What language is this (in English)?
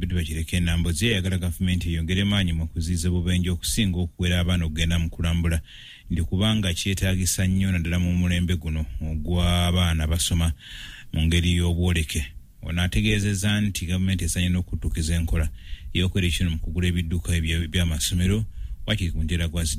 Ganda